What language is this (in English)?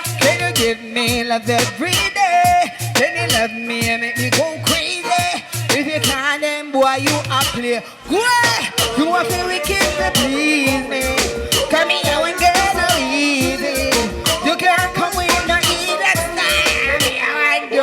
Jamaican Creole English